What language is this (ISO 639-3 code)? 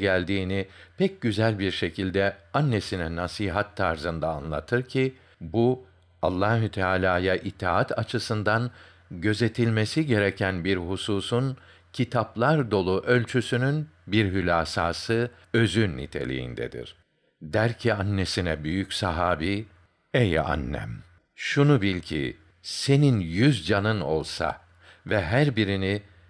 tur